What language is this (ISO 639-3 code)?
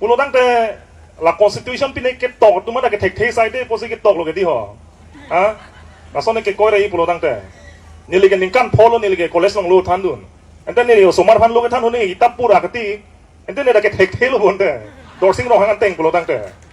mjw